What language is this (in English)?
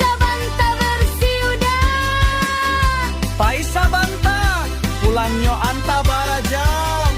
Minangkabau